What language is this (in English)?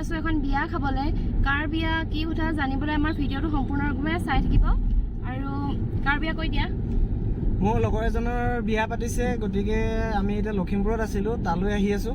Assamese